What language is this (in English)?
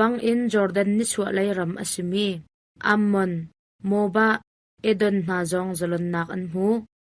Hakha Chin